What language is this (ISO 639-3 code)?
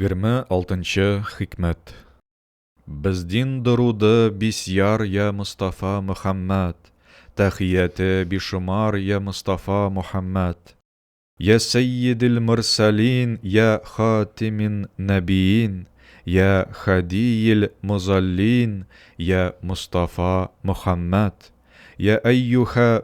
tat